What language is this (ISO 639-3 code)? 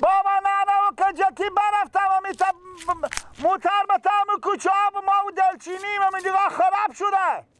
fas